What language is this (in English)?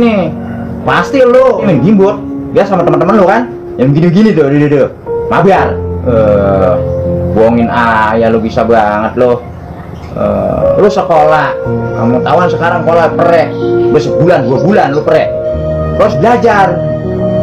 Betawi